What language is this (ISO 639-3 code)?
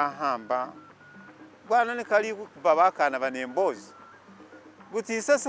myx